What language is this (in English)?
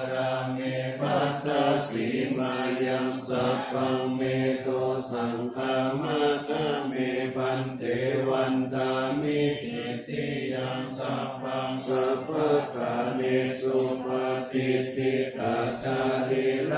Pali